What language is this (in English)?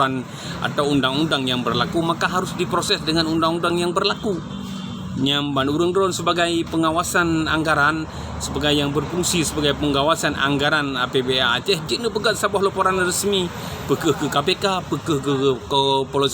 Achinese